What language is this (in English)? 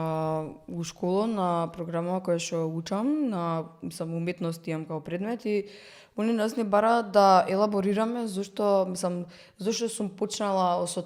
Macedonian